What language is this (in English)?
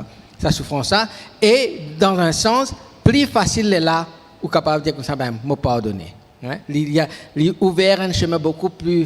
Morisyen